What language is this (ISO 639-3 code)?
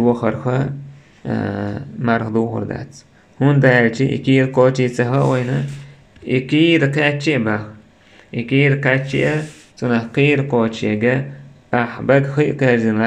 che